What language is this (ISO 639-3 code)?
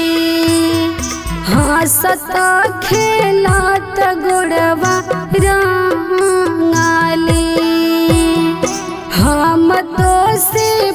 bho